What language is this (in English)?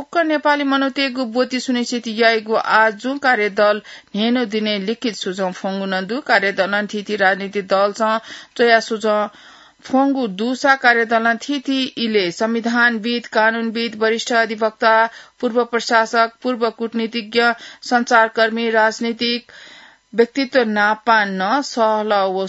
Newari